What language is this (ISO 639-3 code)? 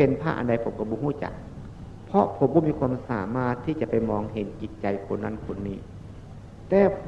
tts